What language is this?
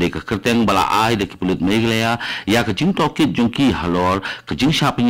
Khasi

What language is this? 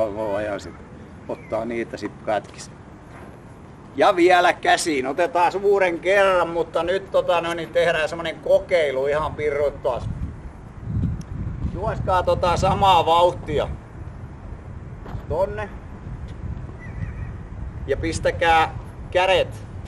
Finnish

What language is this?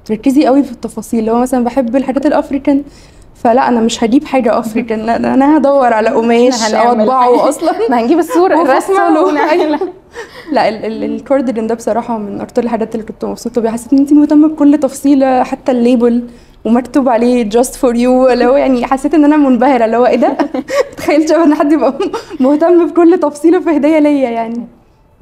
Egyptian Arabic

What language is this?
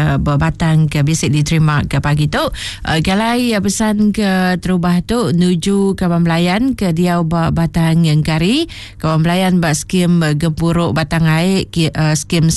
Iban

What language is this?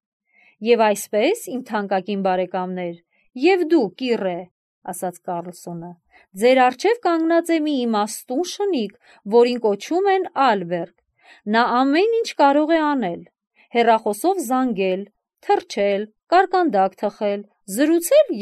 Armenian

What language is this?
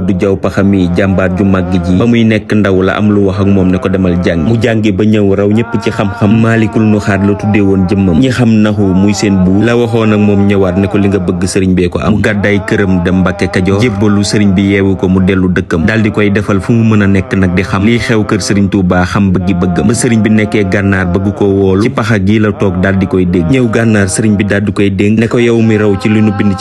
Wolof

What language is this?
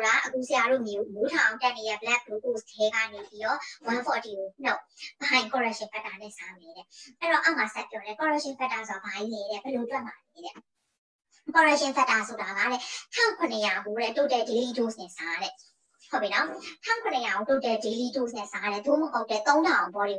Burmese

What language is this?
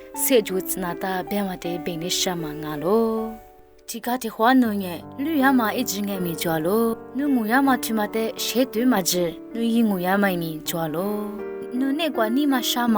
Lisu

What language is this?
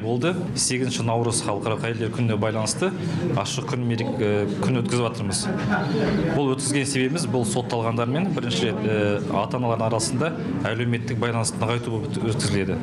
Kazakh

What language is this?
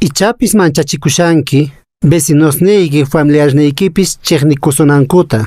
Quechua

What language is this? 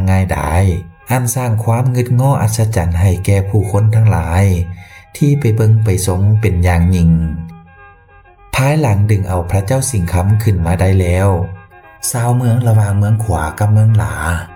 Lao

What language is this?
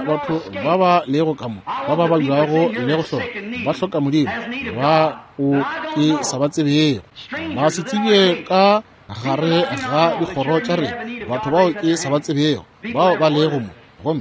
Northern Sotho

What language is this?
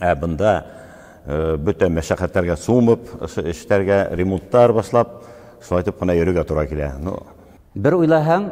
Bashkir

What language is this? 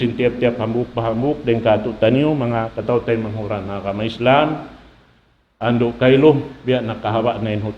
Tausug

